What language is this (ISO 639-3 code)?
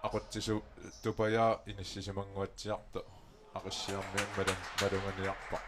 kal